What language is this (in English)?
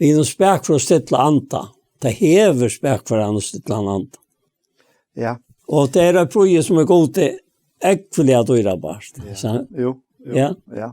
Faroese